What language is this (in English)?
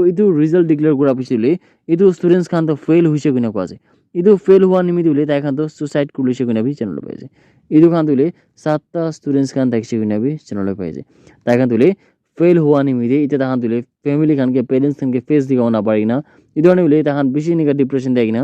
Naga Pidgin